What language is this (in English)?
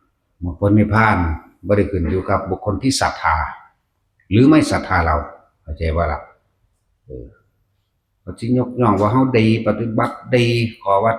Northeastern Thai